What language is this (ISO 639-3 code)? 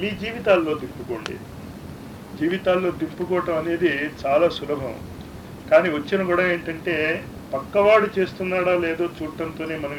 tel